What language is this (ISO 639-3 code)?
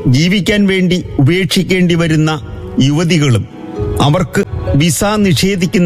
mal